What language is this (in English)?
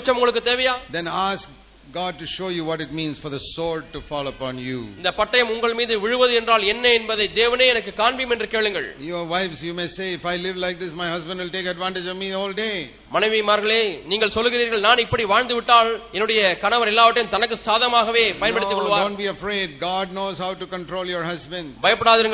Tamil